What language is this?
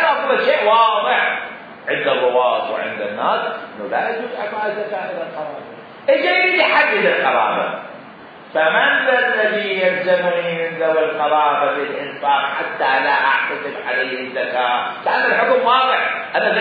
Mesopotamian Arabic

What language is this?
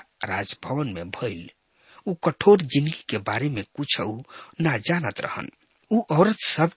Bhojpuri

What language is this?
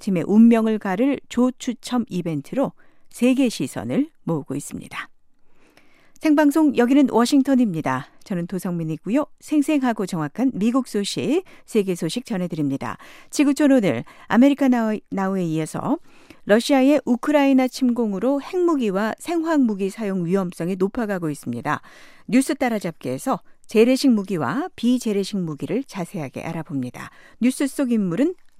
Korean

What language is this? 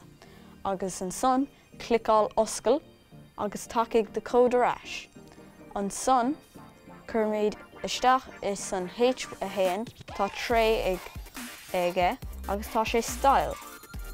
Irish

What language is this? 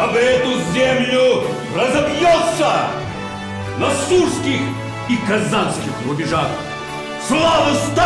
Chuvash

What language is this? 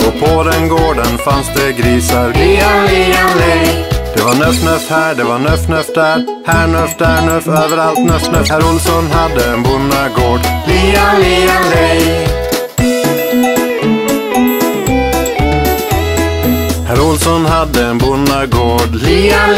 Swedish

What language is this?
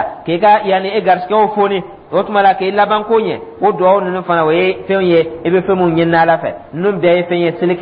Dyula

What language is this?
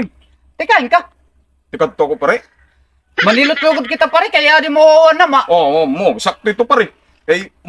Waray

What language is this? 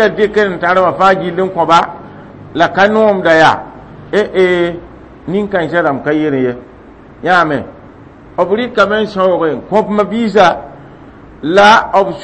Mossi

